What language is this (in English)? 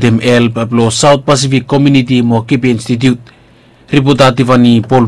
Bislama